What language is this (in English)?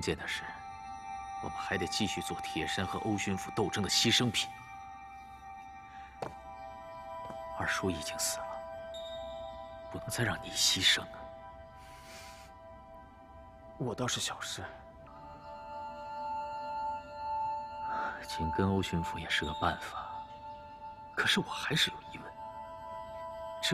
Chinese